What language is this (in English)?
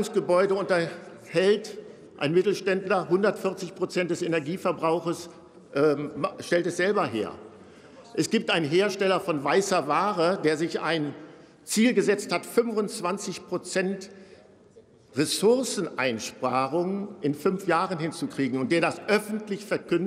German